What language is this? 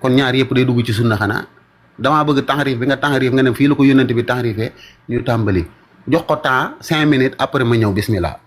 Wolof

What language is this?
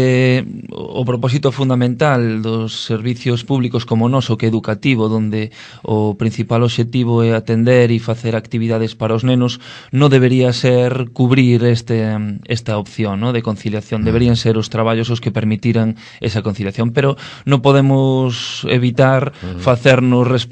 Galician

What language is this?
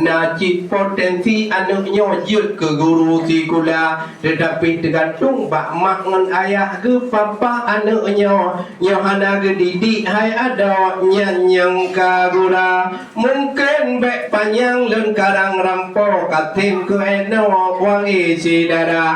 Achinese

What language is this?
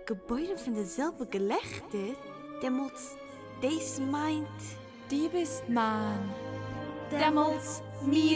Yiddish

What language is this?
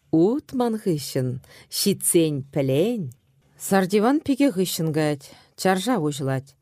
Chuvash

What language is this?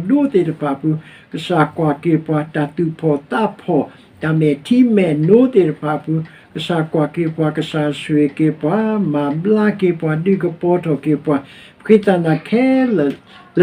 S'gaw Karen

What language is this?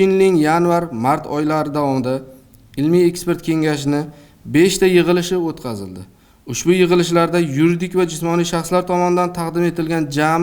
Uzbek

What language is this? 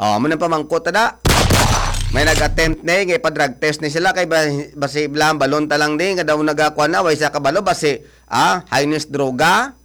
Hiligaynon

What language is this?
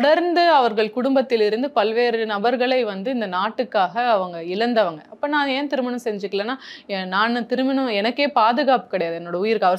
Tamil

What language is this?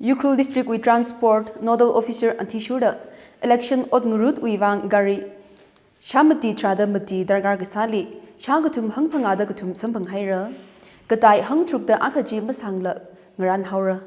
Tangkhul Naga (India)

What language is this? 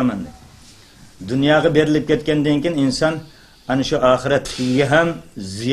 Uyghur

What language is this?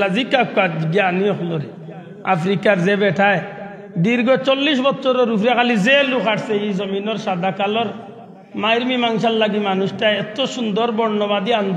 Sylheti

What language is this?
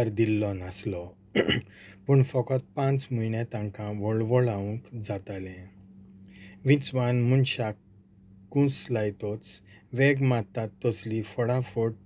Konkani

